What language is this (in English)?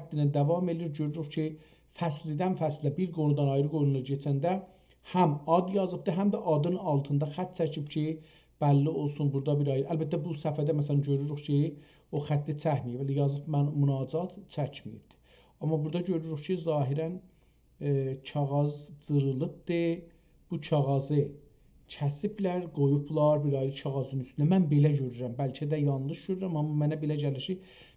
South Azerbaijani